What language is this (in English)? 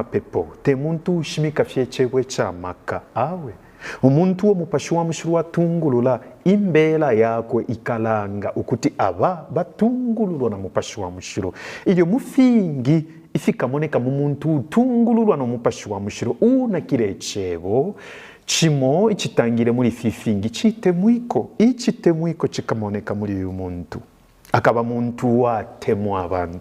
Bemba